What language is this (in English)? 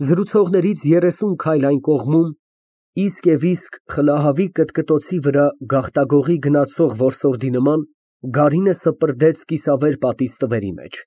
Armenian